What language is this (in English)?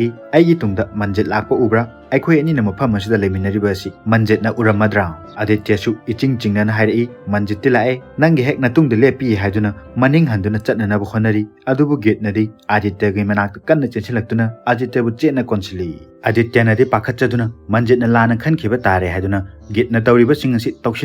Manipuri